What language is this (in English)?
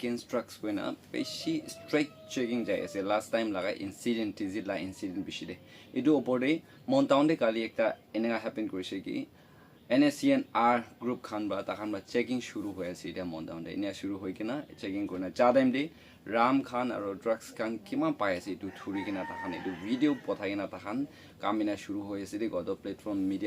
Naga Pidgin